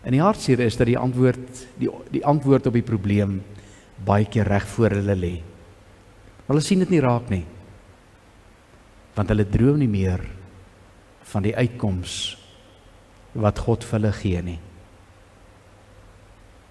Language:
Afrikaans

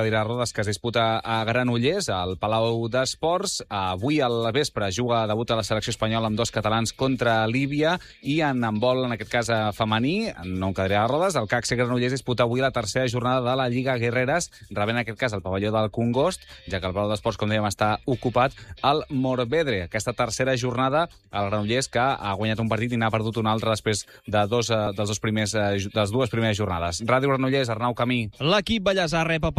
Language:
Catalan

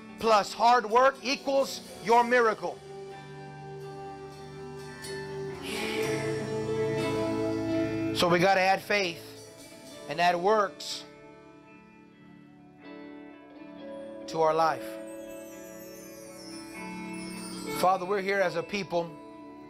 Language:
English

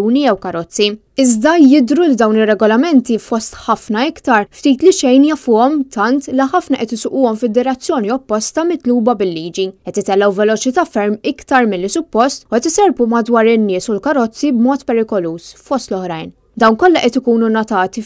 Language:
Maltese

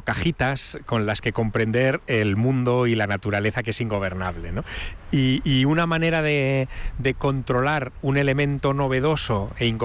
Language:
Spanish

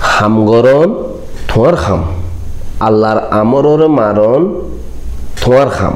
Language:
Rohingya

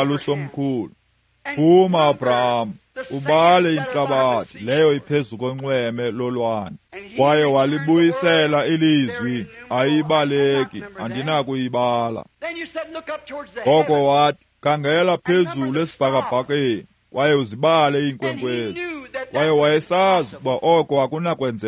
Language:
Xhosa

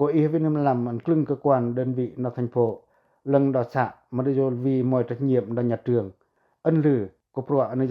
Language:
Pacoh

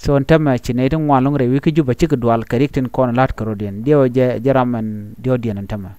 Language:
Nuer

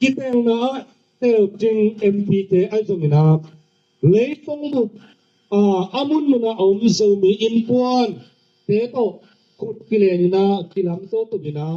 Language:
Tedim Chin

